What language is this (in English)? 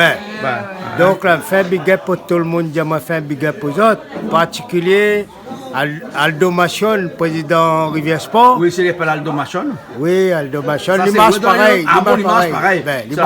Réunion Creole French